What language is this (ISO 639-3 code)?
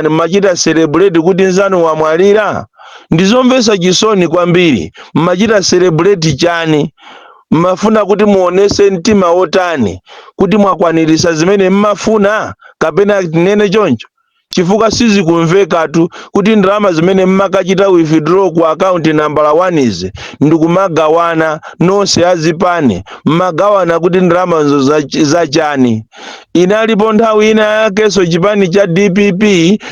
nya